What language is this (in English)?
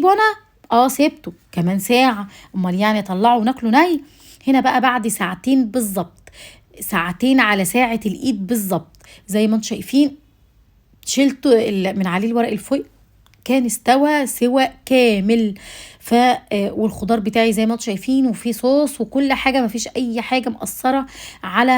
Egyptian Arabic